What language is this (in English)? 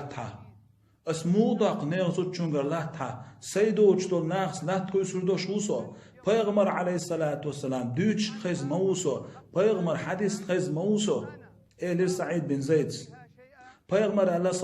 Chechen